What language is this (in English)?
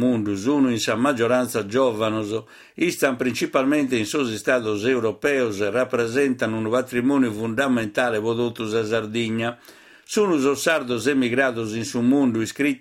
Sardinian